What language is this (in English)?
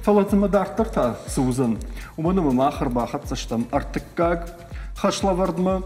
Ossetic